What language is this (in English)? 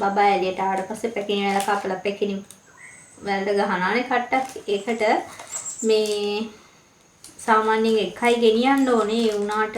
Sinhala